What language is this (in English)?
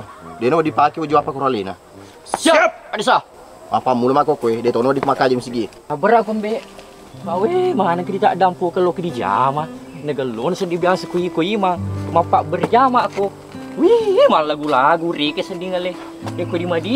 Buginese